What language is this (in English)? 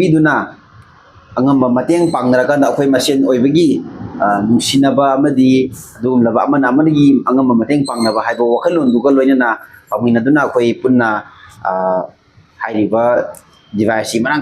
Manipuri